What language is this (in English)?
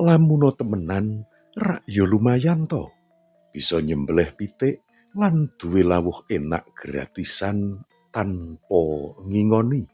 Javanese